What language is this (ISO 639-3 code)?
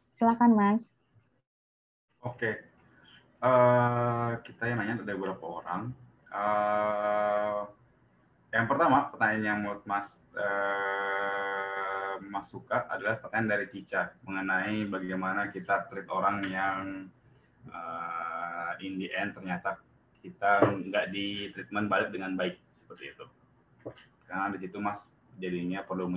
ind